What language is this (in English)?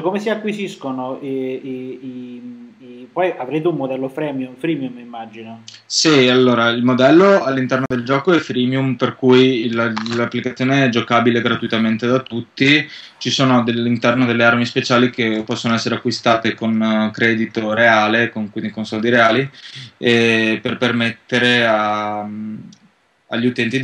Italian